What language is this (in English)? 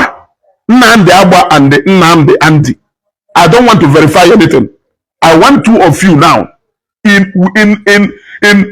Igbo